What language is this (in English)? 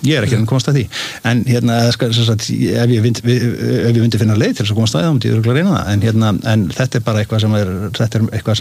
Icelandic